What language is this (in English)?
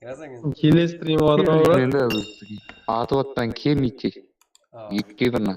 Kara-Kalpak